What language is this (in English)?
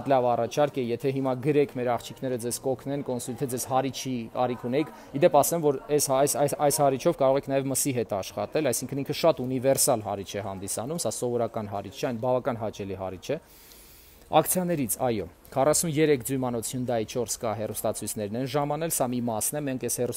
Armenian